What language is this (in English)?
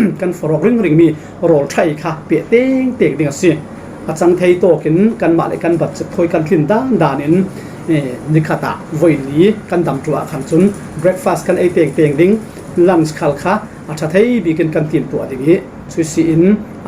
Falam Chin